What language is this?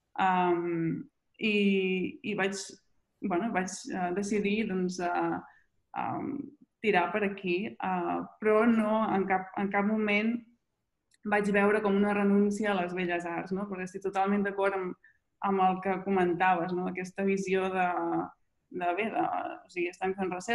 Catalan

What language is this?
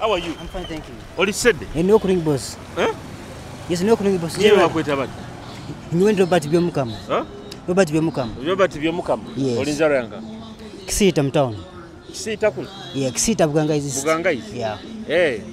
Nyoro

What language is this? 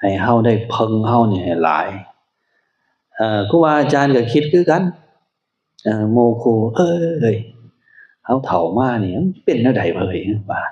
Lao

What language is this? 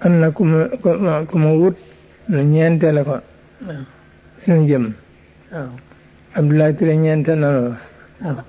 Wolof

